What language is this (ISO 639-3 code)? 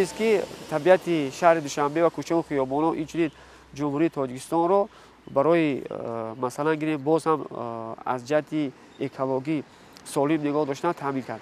tgk